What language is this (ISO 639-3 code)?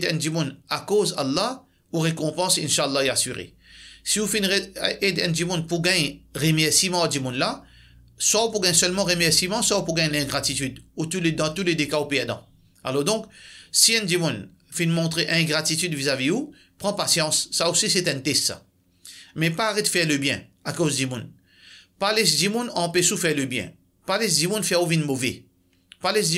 mfe